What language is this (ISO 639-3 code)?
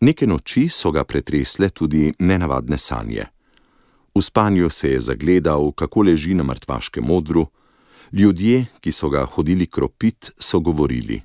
slv